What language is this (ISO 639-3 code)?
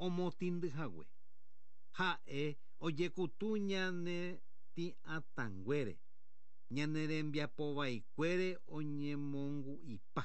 grn